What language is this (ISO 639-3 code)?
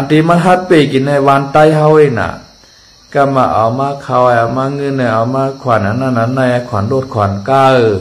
shn